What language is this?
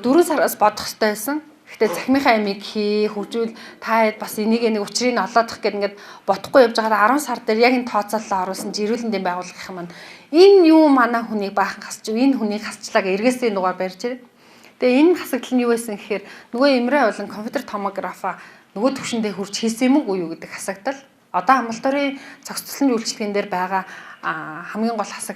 Mongolian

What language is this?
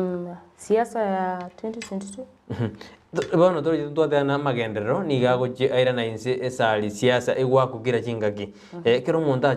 Gusii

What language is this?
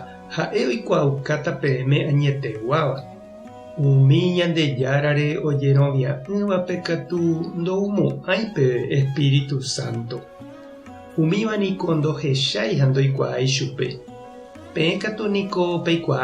Guarani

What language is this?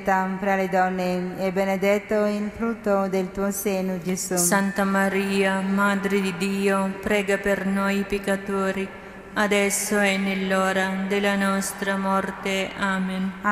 Italian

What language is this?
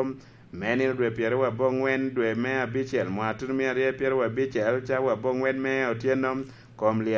Lango (Uganda)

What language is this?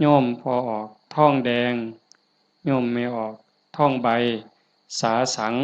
Northeastern Thai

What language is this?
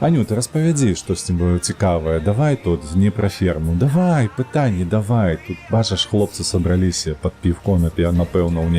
Belarusian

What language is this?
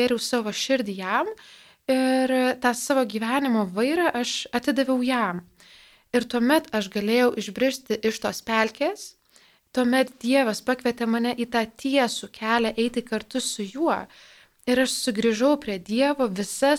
Lithuanian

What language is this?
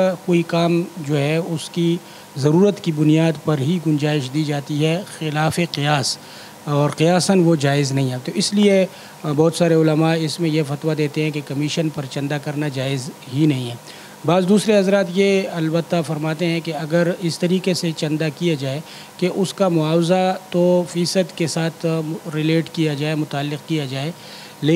Urdu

